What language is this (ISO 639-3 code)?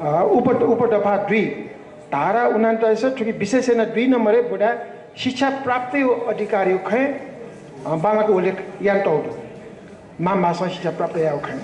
new